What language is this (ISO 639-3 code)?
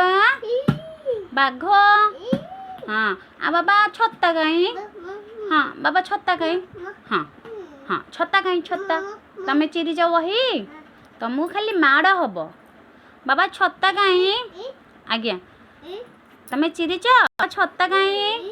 ori